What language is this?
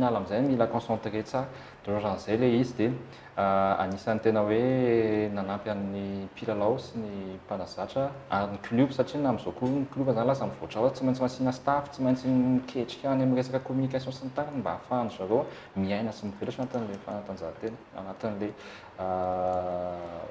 Malagasy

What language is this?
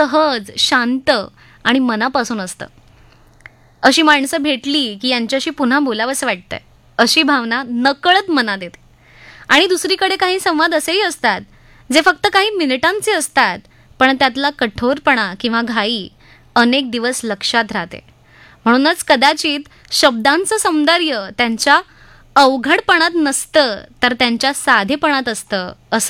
Marathi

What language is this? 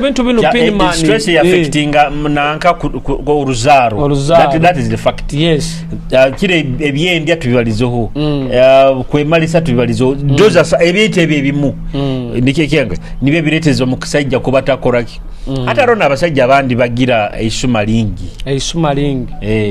Nyoro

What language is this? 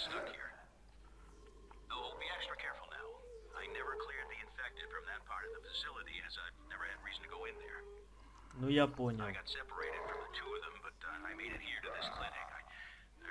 Russian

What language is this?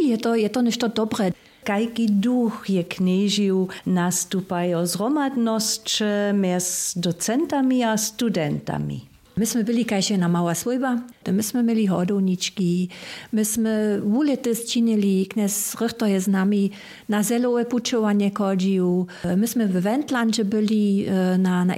Upper Sorbian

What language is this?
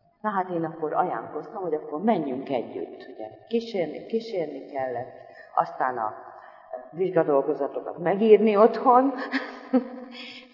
Hungarian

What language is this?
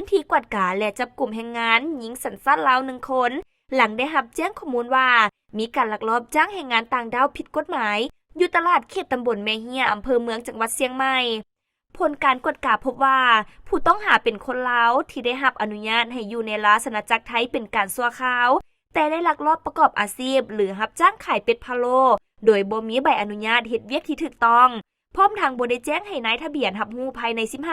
Lao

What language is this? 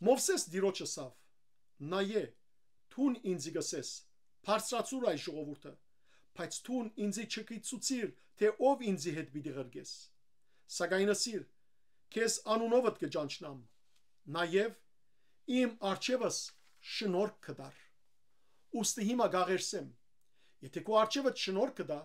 Western Armenian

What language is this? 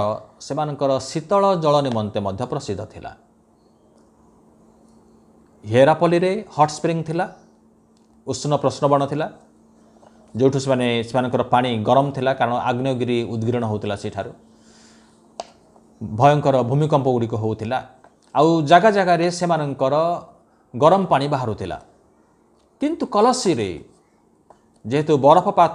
Odia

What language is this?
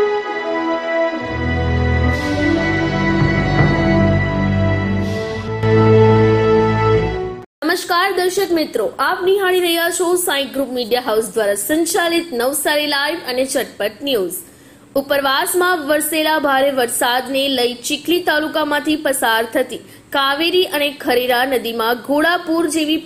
Gujarati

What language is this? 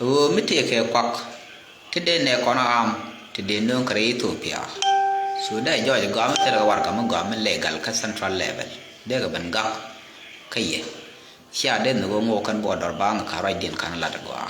Nuer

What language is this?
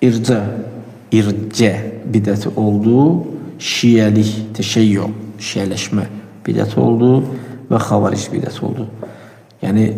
Azerbaijani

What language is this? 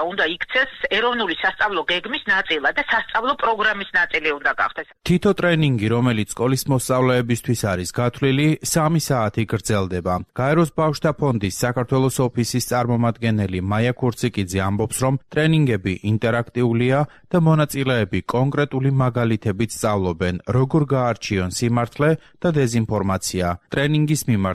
Georgian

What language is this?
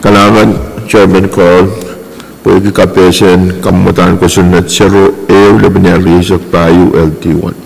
Pohnpeian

